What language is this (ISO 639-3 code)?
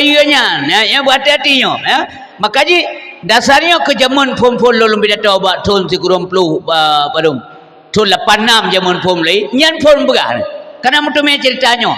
ace